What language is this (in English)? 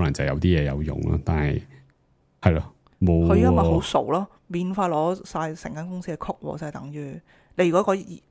Cantonese